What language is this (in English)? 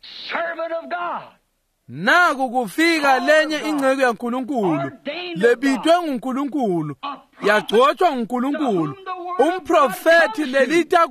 Swati